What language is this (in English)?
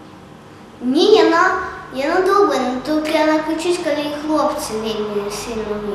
Belarusian